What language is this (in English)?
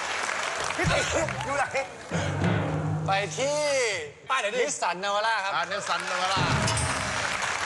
Thai